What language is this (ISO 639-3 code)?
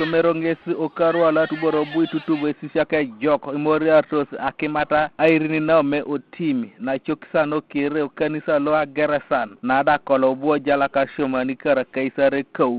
teo